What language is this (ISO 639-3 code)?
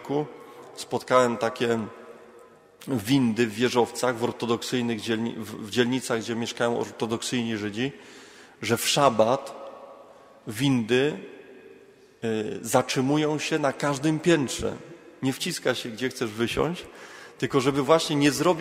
pol